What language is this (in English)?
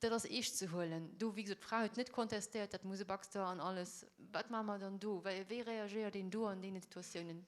Luxembourgish